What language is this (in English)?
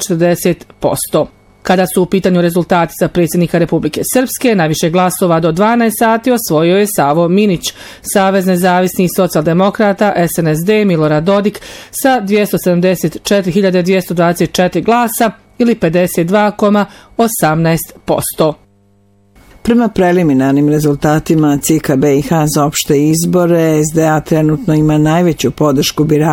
Bosnian